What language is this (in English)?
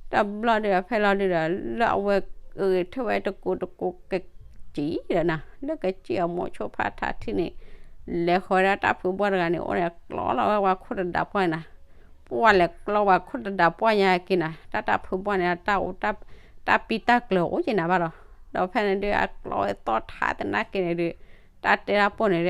S'gaw Karen